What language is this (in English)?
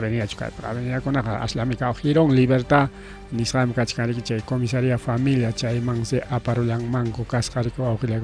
Ayacucho Quechua